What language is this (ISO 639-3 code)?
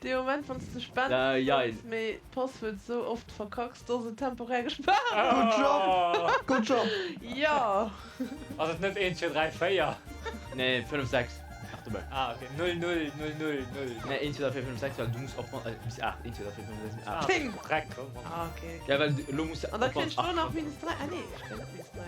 ltz